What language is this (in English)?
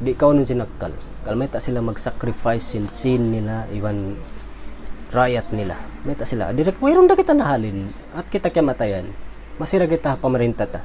Tausug